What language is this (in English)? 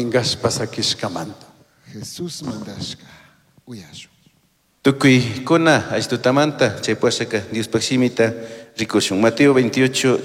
Chimborazo Highland Quichua